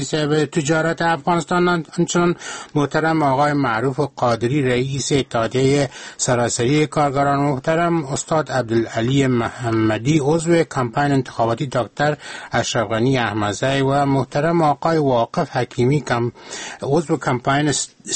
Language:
Persian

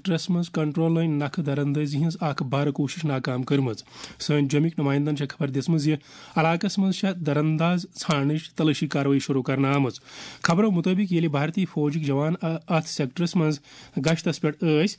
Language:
Kashmiri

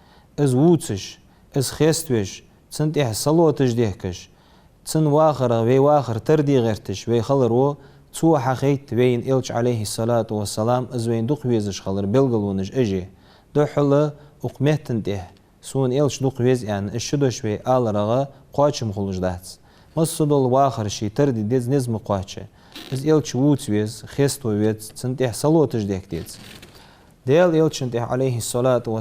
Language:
Ingush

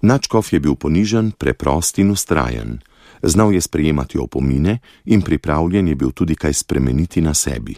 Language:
Slovenian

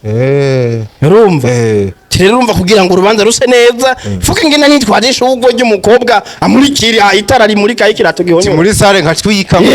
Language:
Rundi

